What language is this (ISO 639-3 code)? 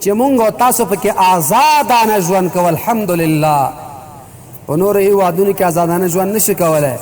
pus